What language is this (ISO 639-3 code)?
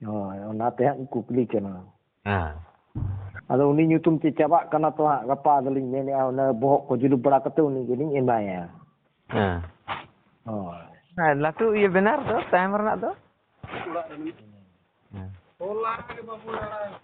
sat